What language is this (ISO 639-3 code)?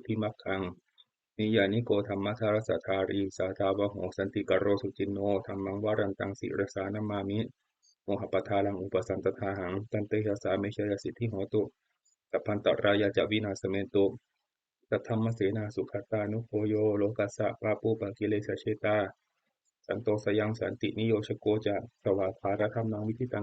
pli